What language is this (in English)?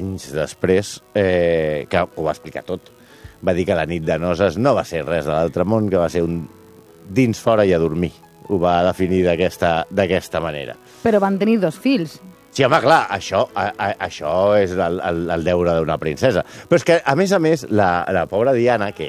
Catalan